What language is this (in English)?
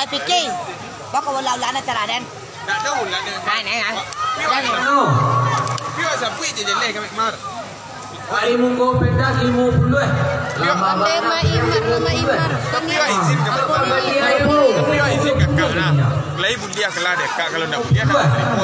Minangkabau